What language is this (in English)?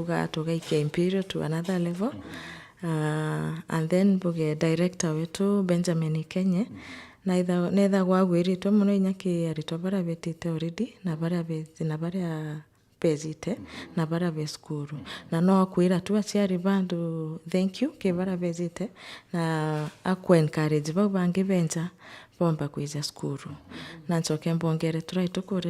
Meru